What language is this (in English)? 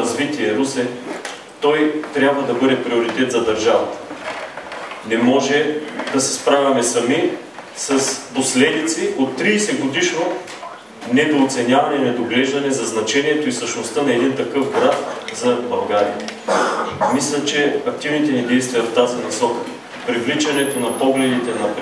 Bulgarian